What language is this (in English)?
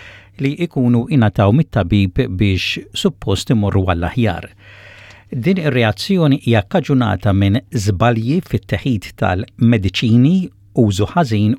Maltese